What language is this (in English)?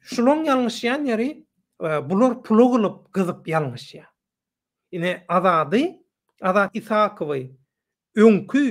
Turkmen